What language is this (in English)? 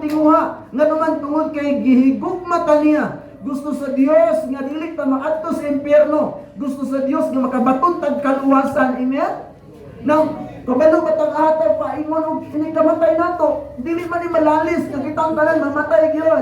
Cebuano